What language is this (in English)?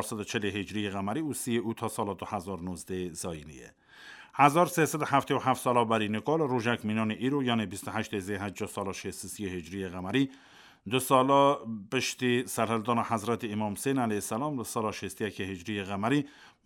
Kurdish